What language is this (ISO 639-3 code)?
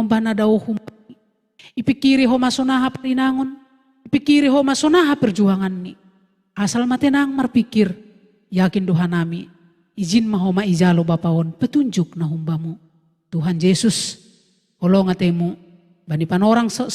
bts